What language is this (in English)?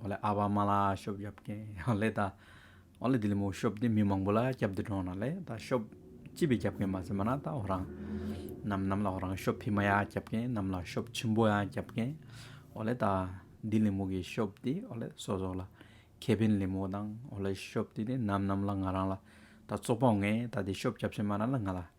Hyolmo